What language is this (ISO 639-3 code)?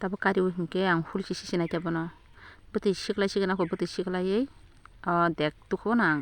trp